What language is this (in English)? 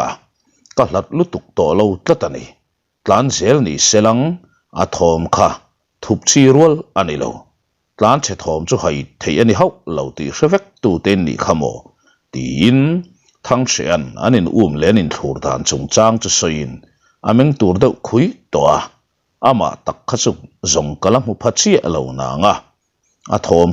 Mizo